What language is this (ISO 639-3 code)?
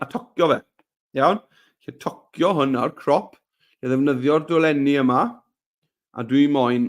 cym